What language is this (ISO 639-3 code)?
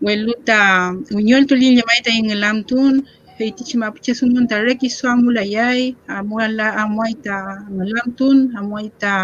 arn